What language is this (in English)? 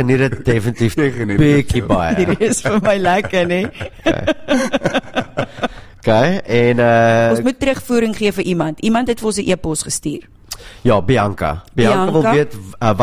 Afrikaans